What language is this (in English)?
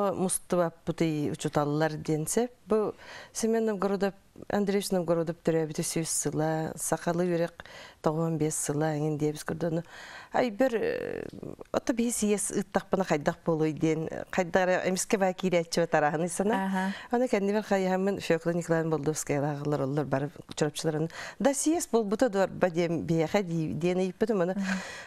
Yakut